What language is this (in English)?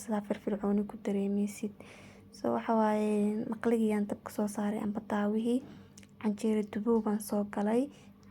Somali